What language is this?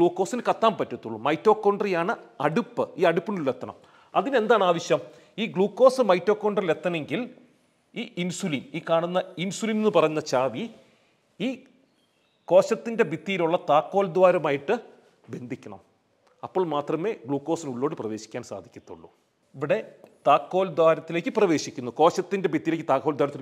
Malayalam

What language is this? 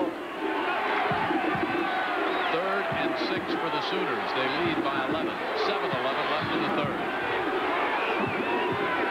English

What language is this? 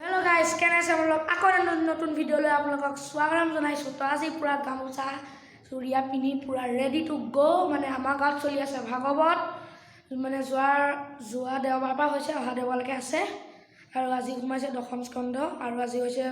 Assamese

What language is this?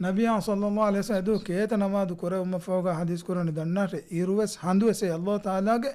Divehi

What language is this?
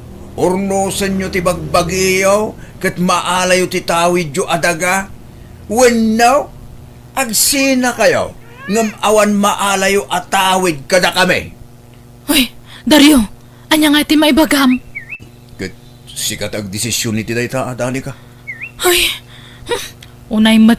Iloko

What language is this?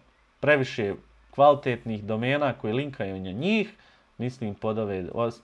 Bosnian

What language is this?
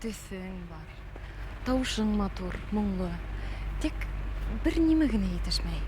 Bashkir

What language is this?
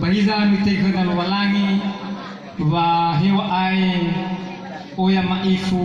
Nias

